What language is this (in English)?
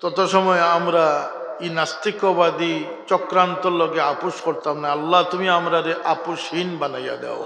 Sylheti